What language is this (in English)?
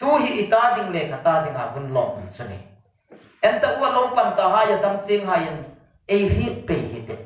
Hmar